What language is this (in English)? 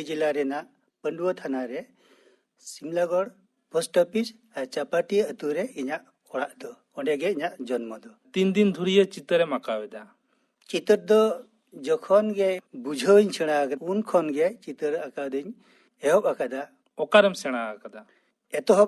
Santali